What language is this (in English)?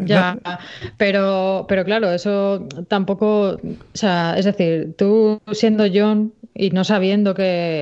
Spanish